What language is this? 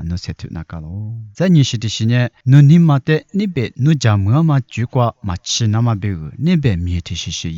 Lisu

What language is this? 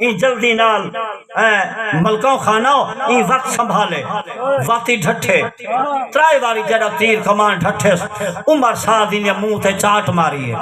Saraiki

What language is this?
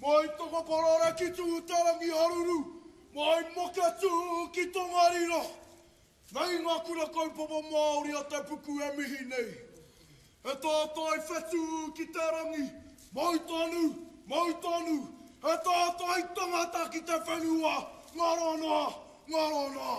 Māori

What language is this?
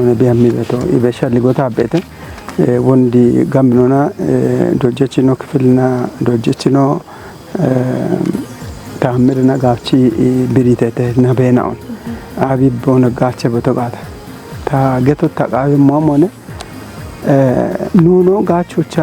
Kafa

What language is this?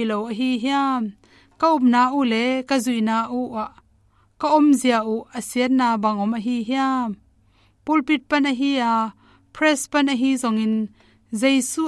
Tedim Chin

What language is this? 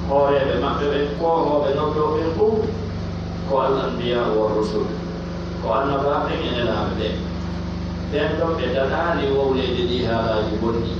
Pular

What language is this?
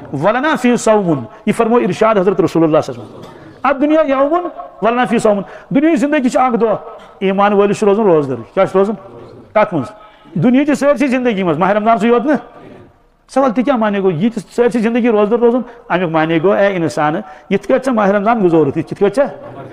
Kashmiri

